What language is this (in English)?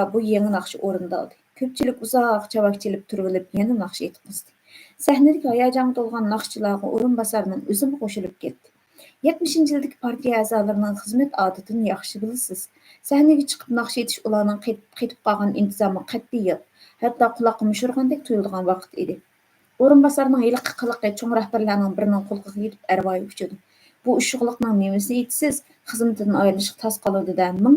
Uyghur